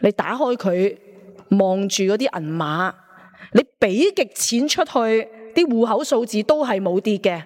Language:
Cantonese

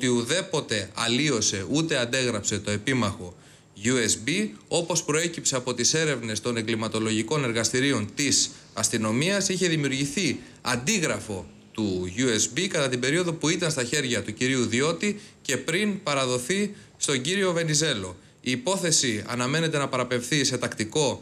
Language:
Greek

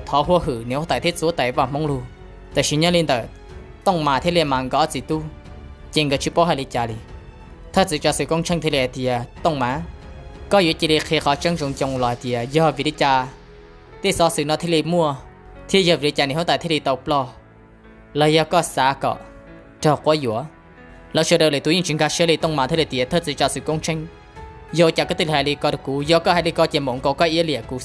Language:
Hmong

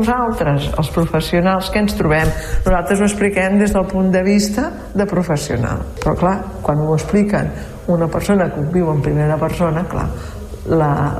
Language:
Catalan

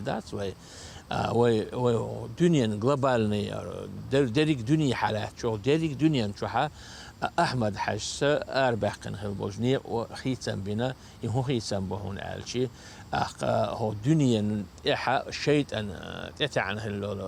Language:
Chechen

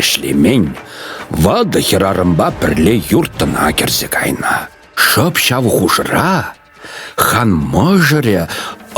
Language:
Chuvash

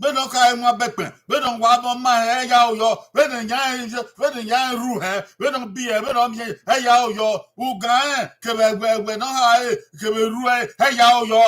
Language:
Bini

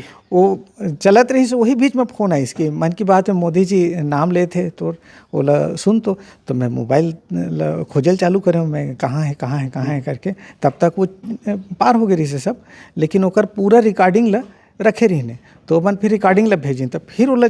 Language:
Chhattisgarhi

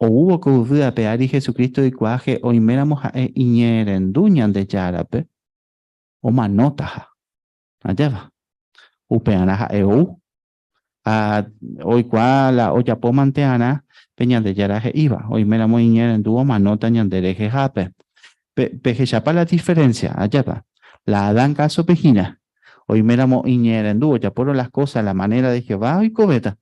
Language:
Guarani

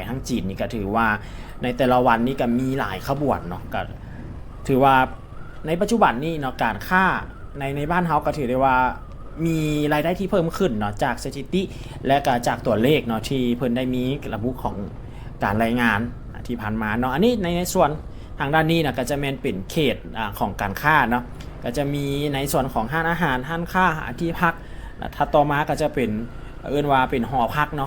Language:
Lao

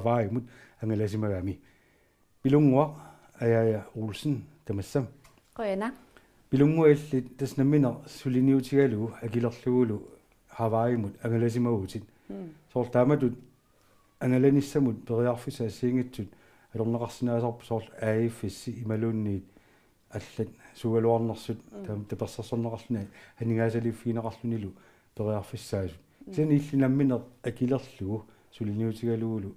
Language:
Kalaallisut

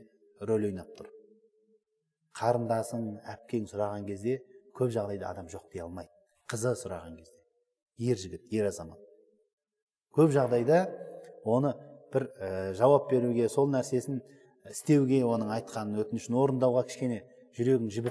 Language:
Kazakh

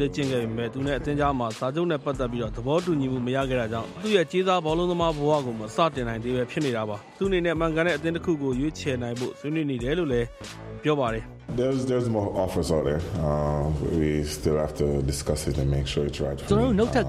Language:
Burmese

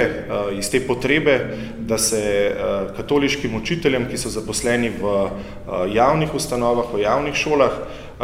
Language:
Slovenian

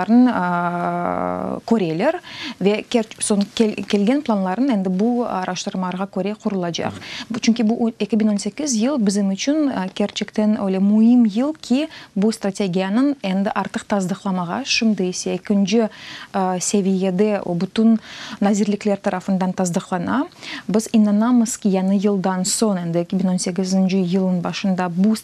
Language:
Crimean Tatar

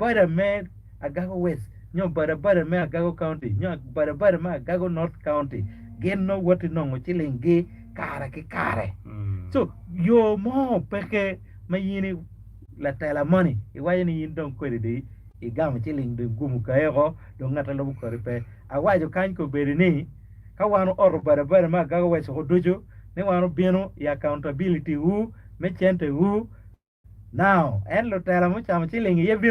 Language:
Acoli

